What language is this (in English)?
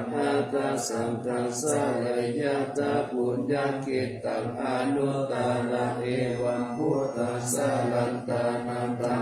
Pali